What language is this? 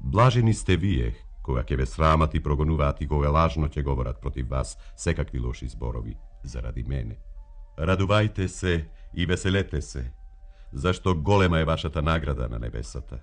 Macedonian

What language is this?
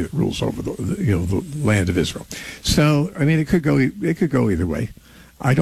English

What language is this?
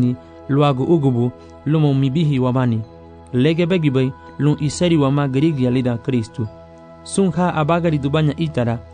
Garifuna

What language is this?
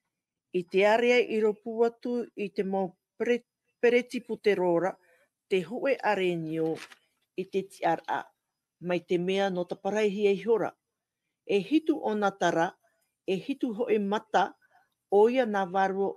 Tahitian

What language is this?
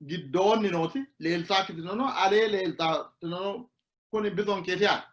Sidamo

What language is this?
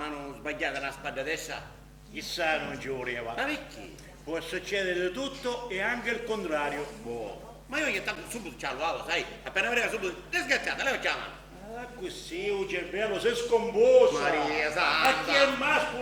Sicilian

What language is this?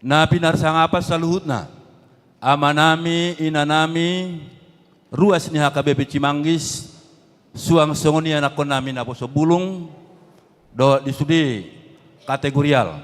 Batak Toba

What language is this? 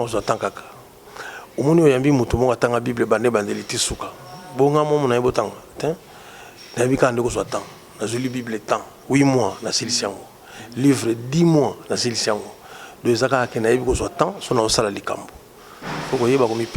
Lingala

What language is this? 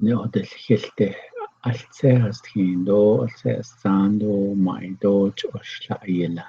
Navajo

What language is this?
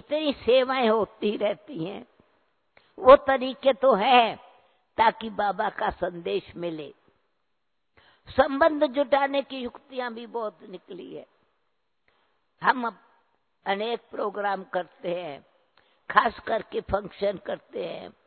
Hindi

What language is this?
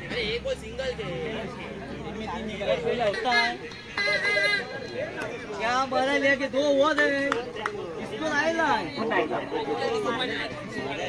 Marathi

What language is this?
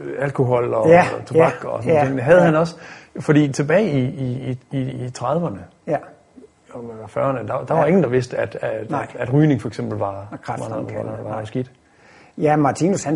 Danish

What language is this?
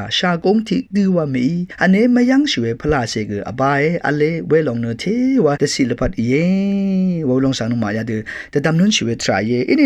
Rawang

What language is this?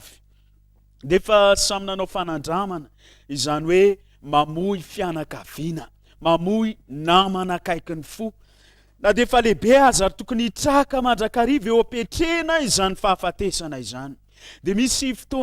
Malagasy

